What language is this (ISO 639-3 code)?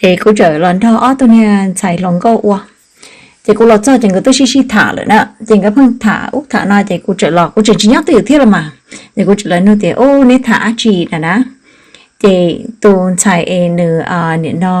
hmn